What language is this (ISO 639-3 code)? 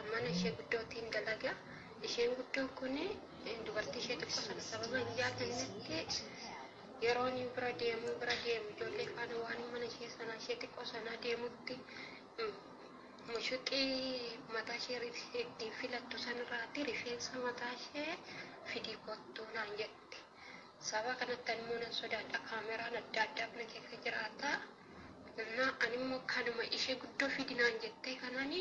orm